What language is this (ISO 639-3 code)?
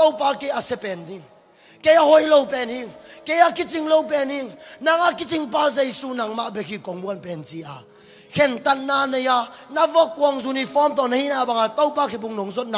ctd